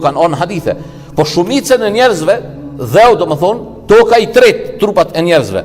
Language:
Albanian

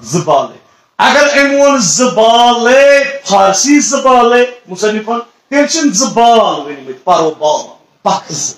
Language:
Kashmiri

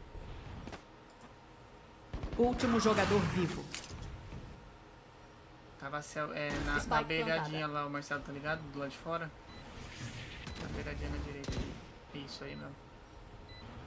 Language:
Portuguese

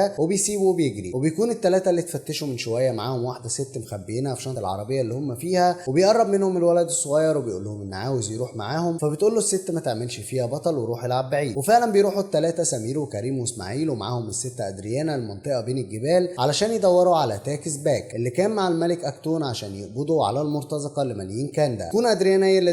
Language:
Egyptian Arabic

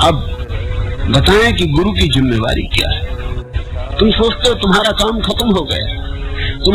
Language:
Hindi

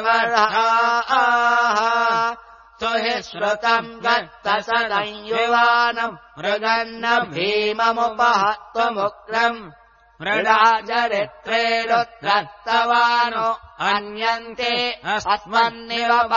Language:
Sanskrit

